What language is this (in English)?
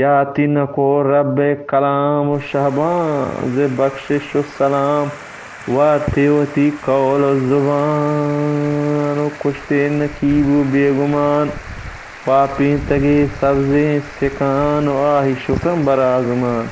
Eastern Balochi